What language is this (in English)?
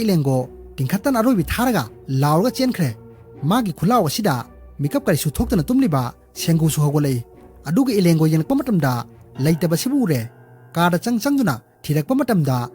Manipuri